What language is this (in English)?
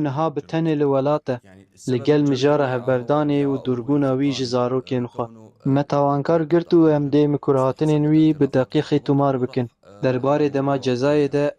Kurdish